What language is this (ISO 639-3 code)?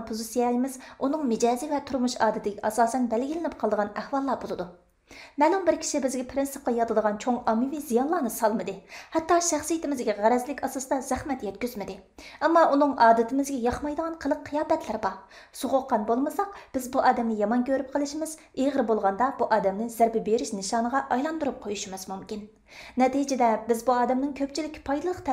uig